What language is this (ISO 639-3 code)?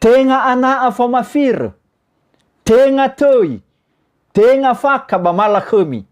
nia